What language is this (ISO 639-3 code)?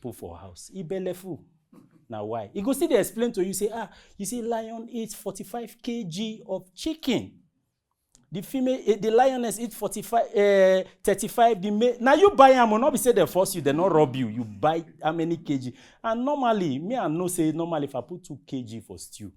pcm